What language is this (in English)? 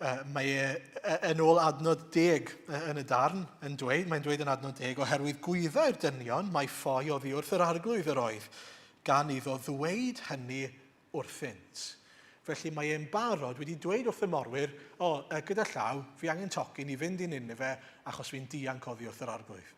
Welsh